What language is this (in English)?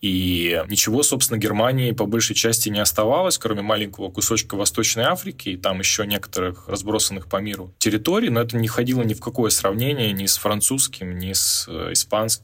Russian